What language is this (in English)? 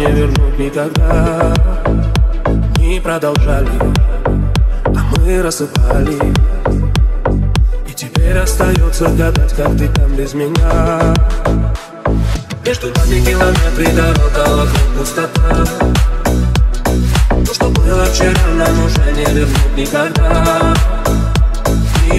Russian